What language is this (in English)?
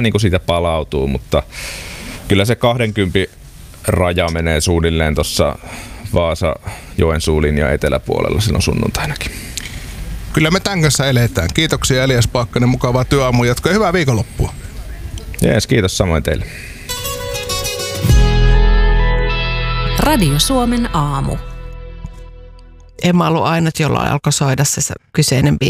Finnish